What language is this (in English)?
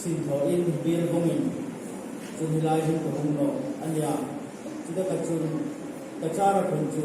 Hmar